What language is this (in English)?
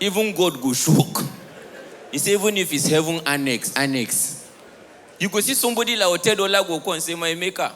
Nigerian Pidgin